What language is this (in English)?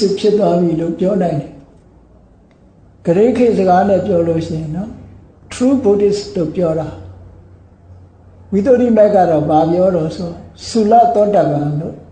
Burmese